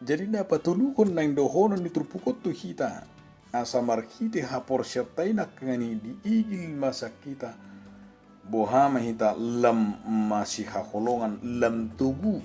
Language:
Batak Toba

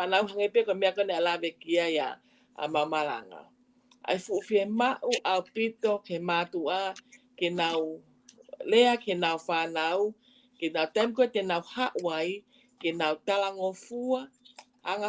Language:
Tongan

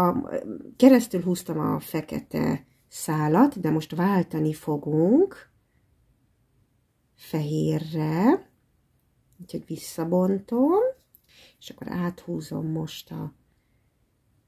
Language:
Hungarian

